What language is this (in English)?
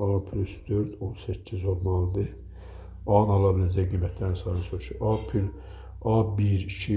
Azerbaijani